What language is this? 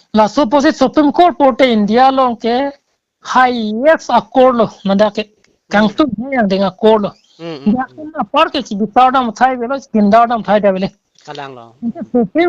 Karbi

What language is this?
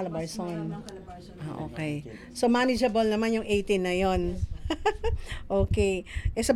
Filipino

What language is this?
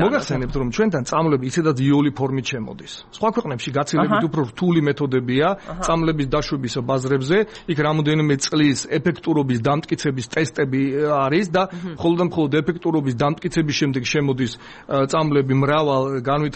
Georgian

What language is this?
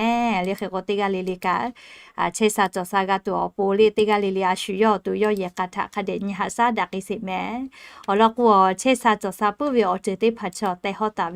Lahu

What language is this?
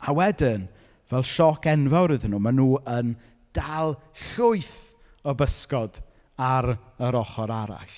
Welsh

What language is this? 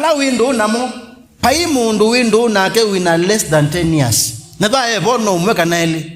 Kamba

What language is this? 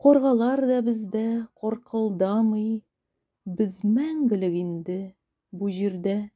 Tatar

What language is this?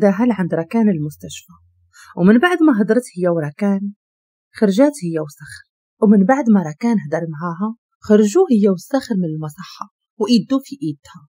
Moroccan Arabic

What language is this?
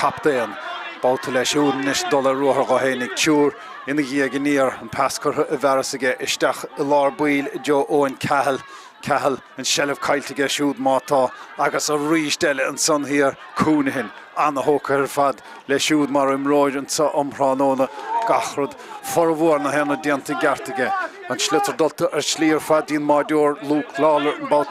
Irish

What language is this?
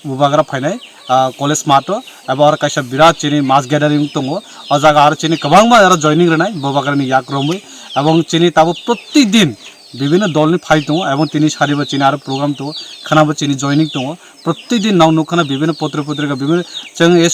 Kok Borok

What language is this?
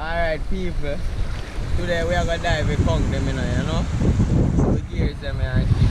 Jamaican Creole English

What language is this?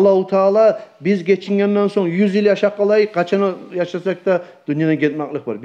Kumyk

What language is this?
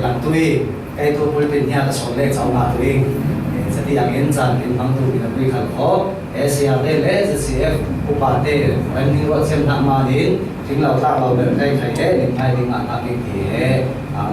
Falam Chin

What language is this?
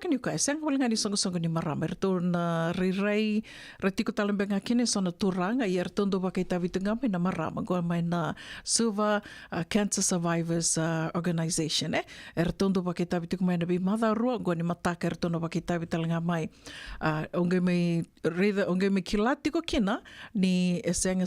Fijian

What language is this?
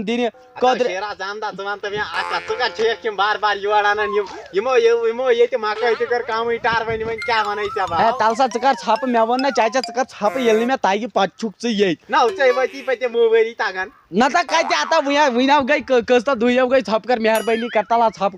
Kashmiri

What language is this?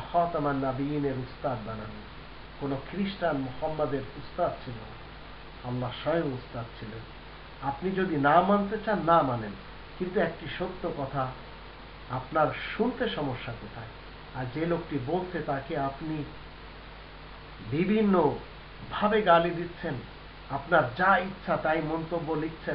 Bangla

